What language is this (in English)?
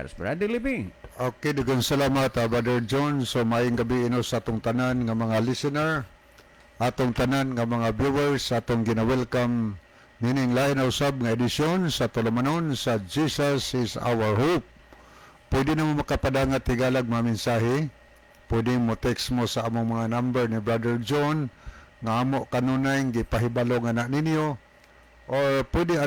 Cebuano